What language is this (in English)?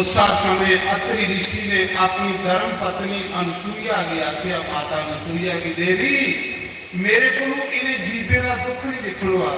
Dogri